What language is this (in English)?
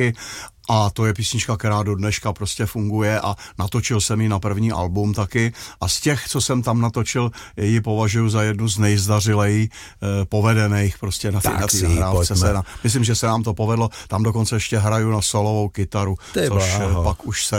Czech